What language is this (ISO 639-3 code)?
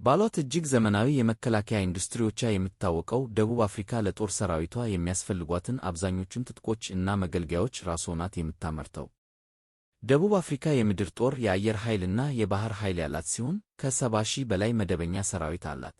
amh